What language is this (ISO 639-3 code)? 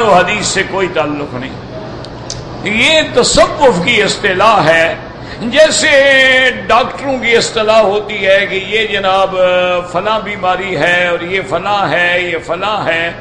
urd